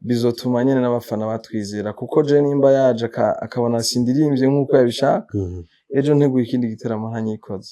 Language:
Rundi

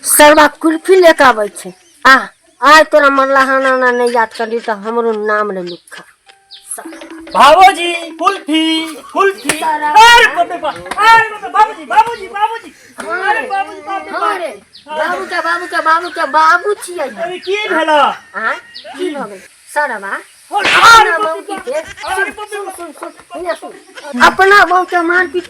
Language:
Maithili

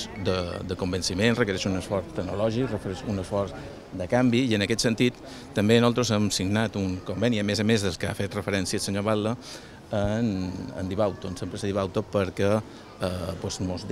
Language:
Catalan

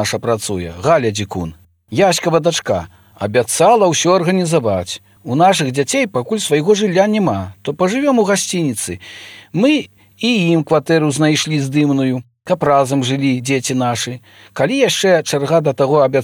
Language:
Belarusian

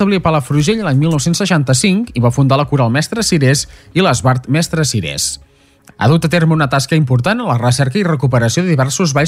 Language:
Catalan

